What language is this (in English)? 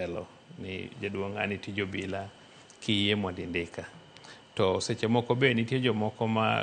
Luo (Kenya and Tanzania)